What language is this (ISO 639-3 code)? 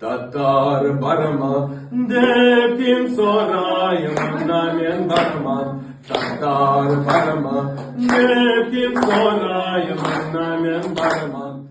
crh